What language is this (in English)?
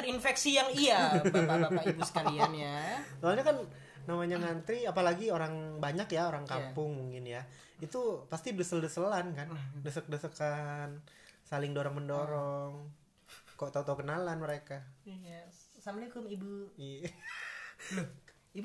Indonesian